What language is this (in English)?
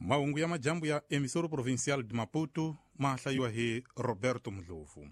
Tsonga